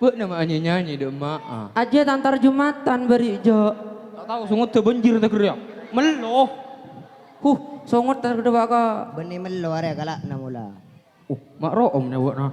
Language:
Madurese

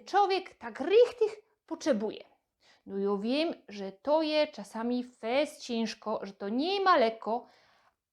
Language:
Silesian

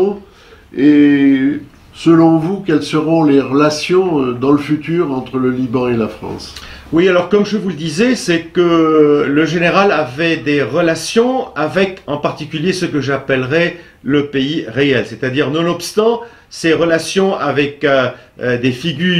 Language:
French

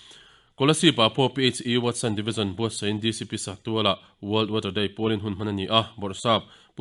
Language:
Mizo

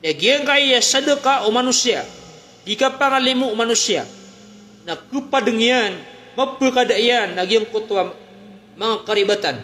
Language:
Maranao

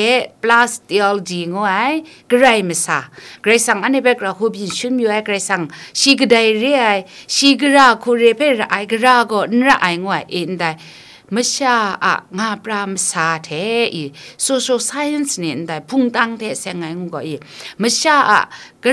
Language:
Kachin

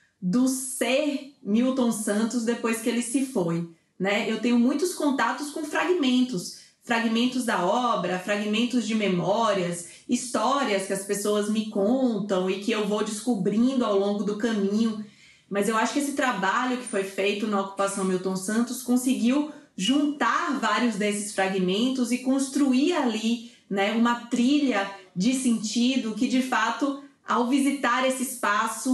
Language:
Portuguese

